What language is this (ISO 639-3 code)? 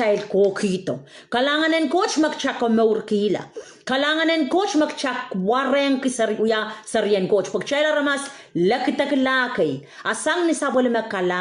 pon